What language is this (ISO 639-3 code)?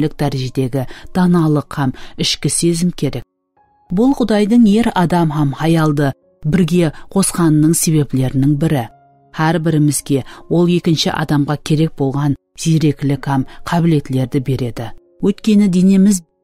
kaa